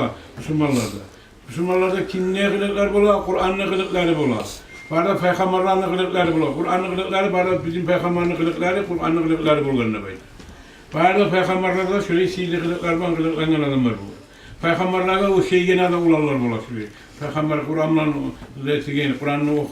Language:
Kumyk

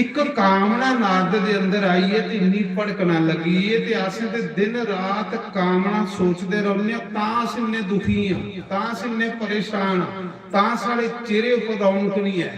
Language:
Dogri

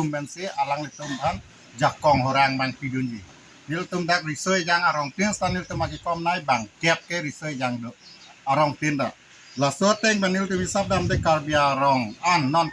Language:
Karbi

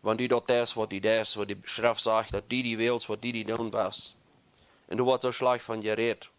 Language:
Plautdietsch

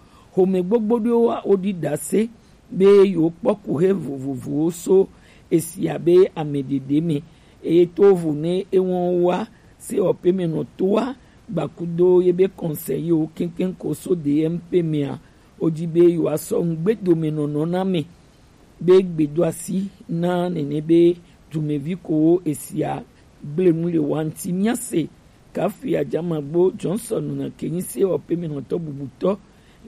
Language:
Gen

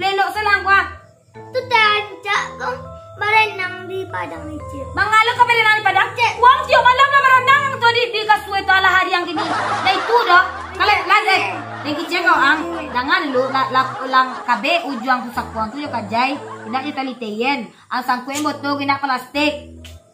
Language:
Minangkabau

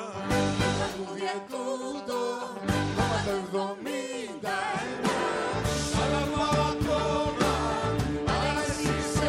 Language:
Greek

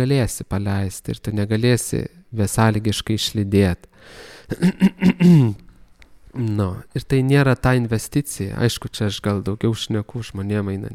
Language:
Lithuanian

